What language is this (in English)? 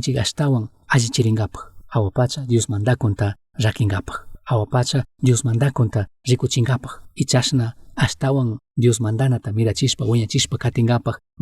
Chimborazo Highland Quichua